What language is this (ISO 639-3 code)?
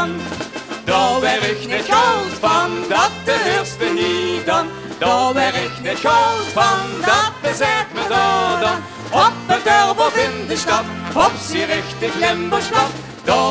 lim